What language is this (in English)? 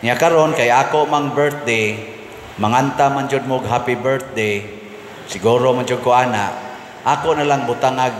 Cebuano